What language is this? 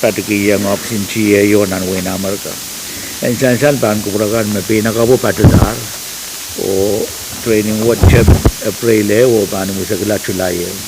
Pohnpeian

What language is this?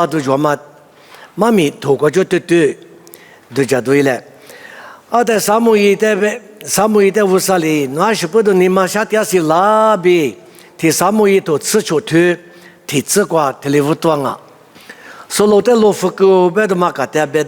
Lisu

